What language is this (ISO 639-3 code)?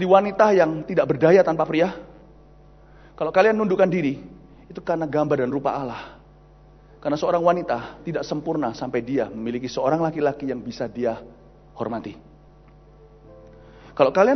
ind